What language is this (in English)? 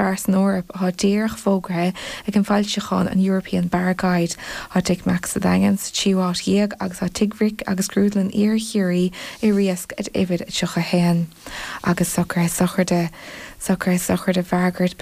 Irish